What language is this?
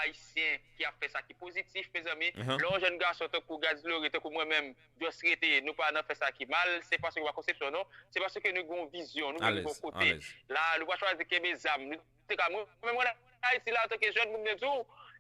Haitian Creole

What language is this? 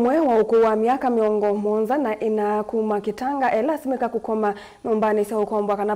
Kamba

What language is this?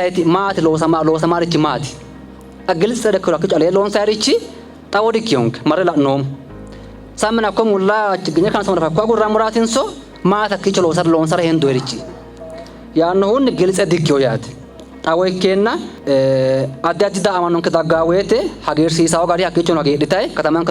Sidamo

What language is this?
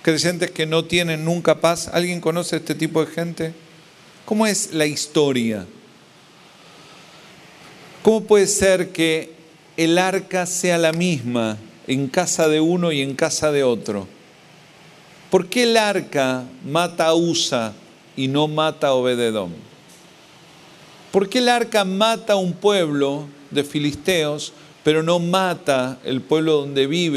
Spanish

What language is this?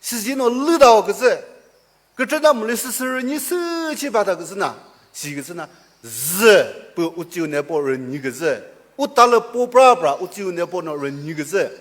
Chokri Naga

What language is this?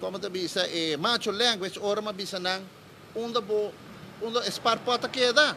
Papiamento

